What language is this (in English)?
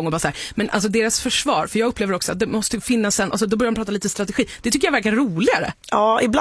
Swedish